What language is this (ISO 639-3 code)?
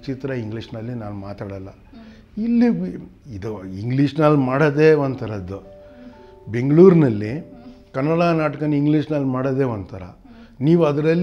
kan